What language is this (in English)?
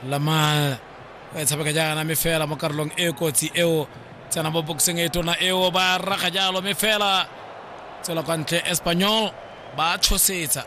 Tswana